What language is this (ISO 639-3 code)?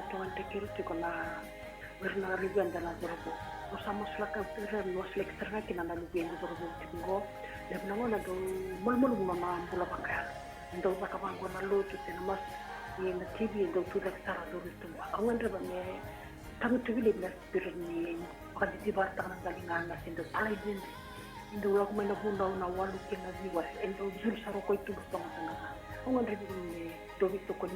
fij